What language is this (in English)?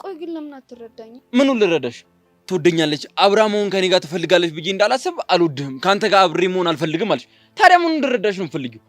Amharic